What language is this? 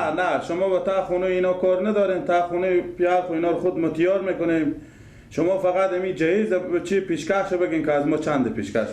Persian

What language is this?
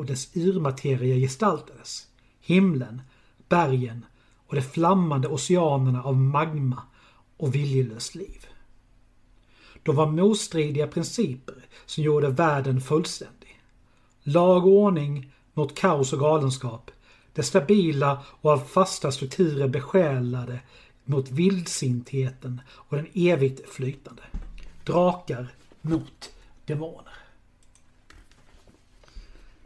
Swedish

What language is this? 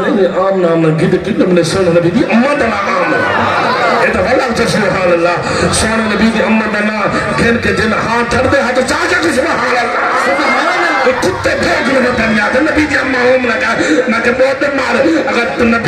Saraiki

